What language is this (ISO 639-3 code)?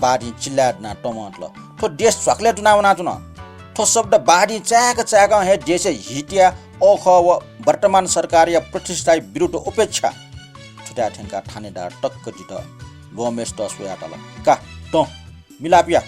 new